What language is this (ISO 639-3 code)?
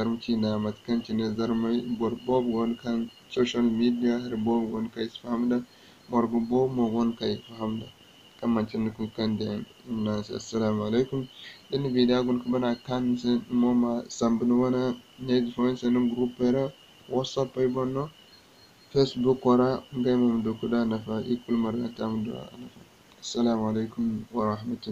dje